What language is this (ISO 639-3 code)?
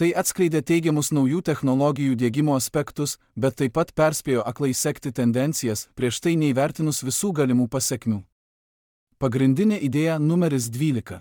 lit